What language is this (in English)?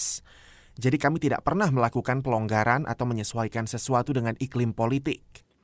Indonesian